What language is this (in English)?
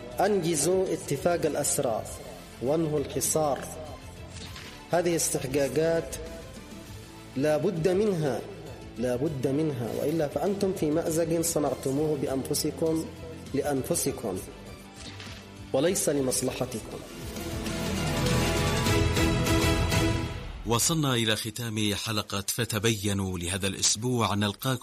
Arabic